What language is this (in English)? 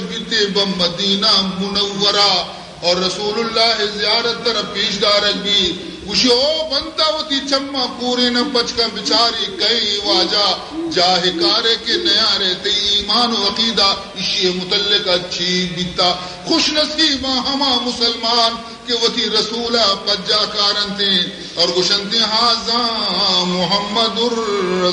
Baluchi